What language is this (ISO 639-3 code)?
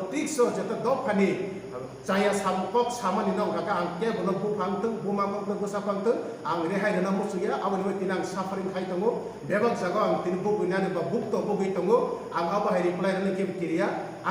trp